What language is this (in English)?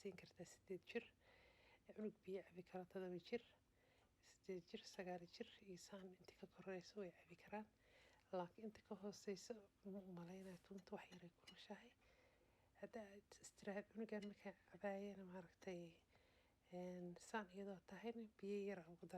Somali